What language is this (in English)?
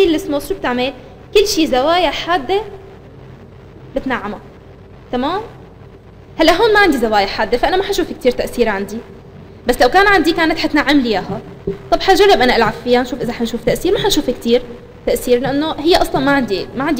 North Levantine Arabic